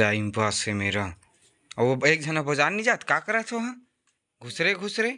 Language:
Chhattisgarhi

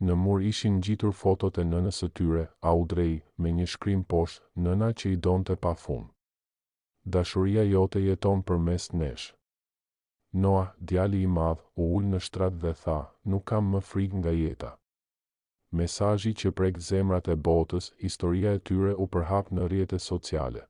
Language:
Albanian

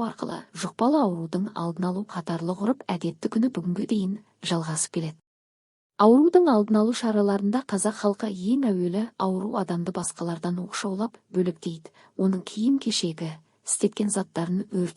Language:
Kazakh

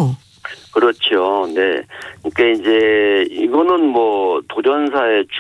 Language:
Korean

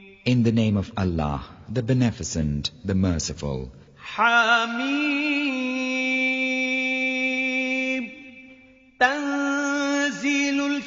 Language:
Arabic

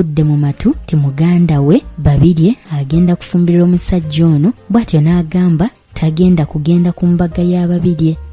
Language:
Ganda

